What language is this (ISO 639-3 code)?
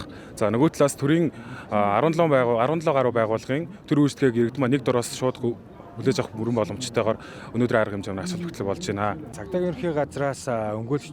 mon